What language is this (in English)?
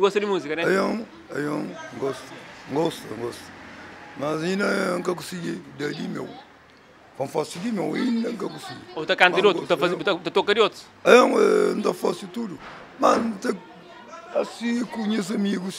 Kabuverdianu